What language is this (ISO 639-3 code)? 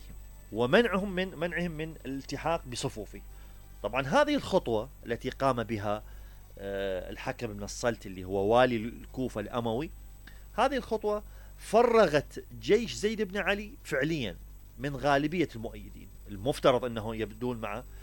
acm